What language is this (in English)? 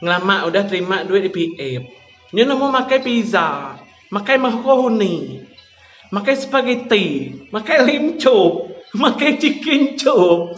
Iban